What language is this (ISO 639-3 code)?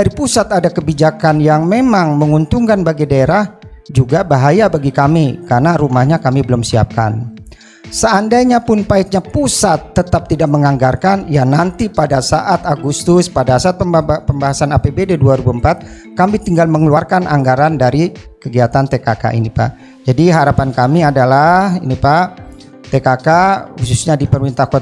ind